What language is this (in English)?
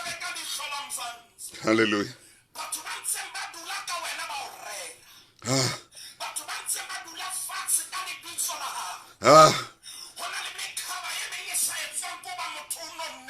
Southern Sotho